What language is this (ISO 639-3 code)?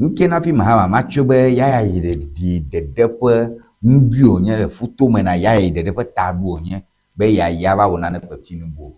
ewe